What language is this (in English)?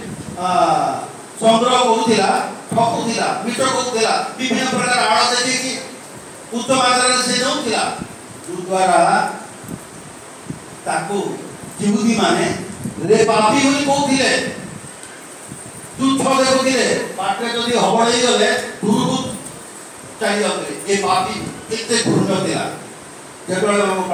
Odia